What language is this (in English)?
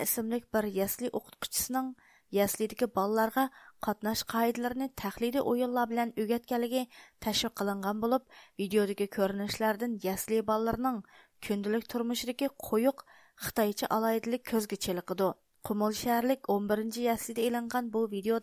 Uyghur